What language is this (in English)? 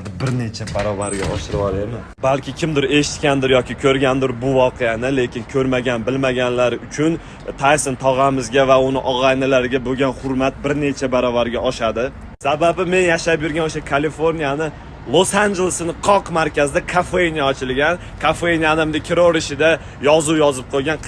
Uzbek